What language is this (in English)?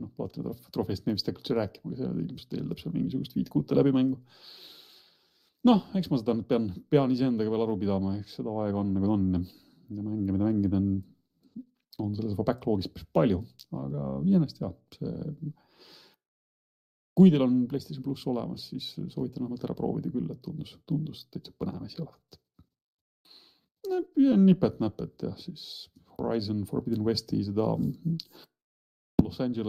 Estonian